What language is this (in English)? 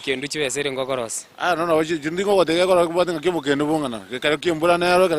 Gusii